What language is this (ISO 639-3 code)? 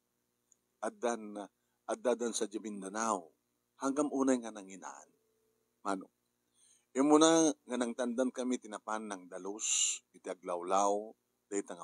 ilo